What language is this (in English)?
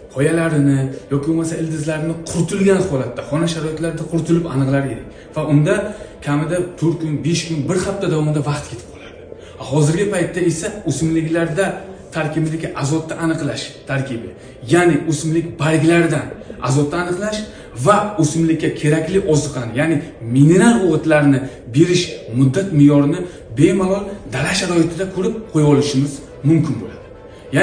Uzbek